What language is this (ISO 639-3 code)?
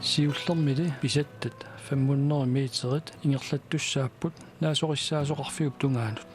kal